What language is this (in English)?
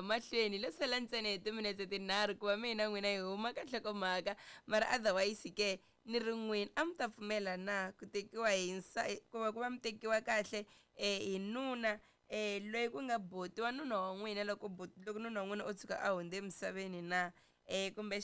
Tsonga